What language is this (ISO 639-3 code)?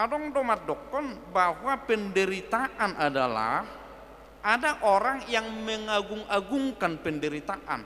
bbc